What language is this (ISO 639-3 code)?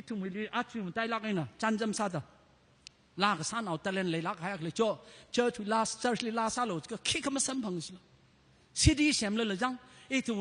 nmf